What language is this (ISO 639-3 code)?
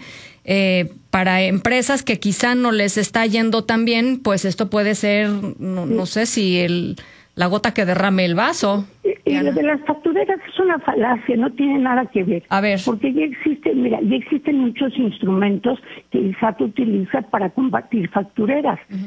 spa